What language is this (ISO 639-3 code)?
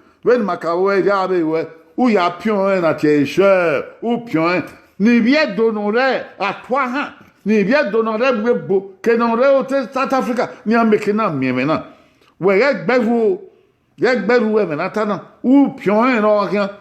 bin